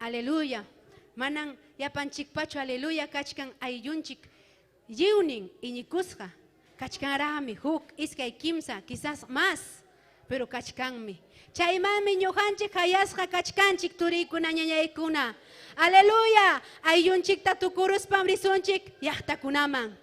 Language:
Ayacucho Quechua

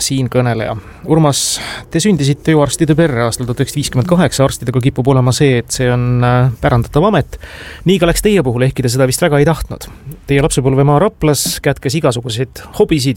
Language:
Estonian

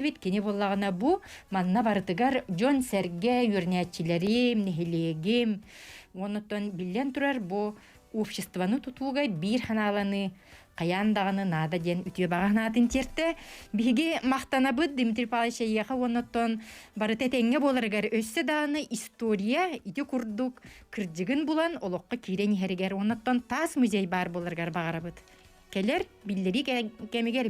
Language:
Yakut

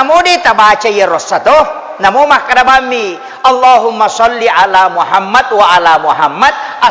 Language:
Buginese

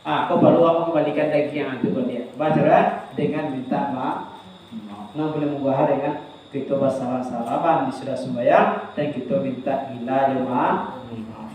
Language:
Minangkabau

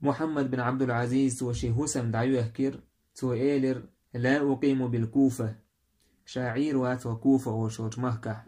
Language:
Chechen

